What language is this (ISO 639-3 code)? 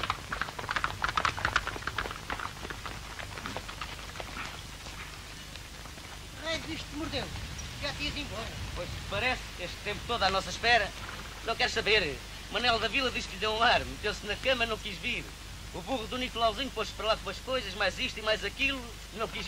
por